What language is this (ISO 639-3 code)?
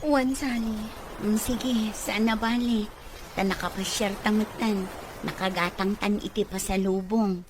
ilo